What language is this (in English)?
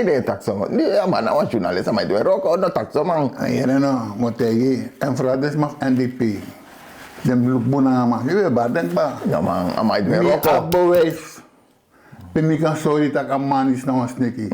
Sranan Tongo